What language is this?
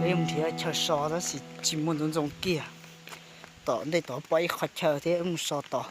Hmong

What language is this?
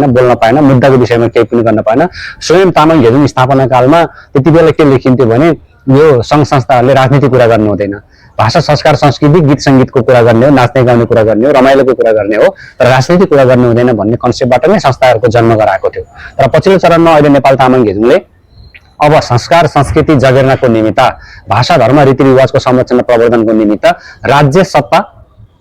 Nepali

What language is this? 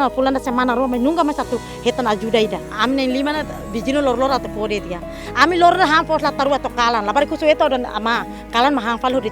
Tetum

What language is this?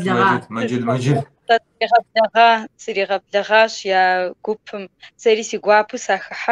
Kabardian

